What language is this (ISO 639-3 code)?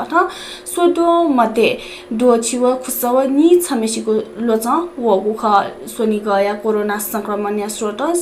new